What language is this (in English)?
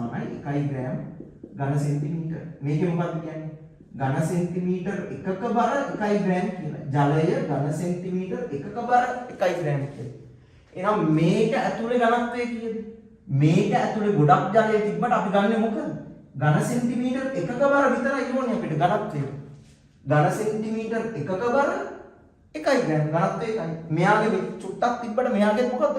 Sinhala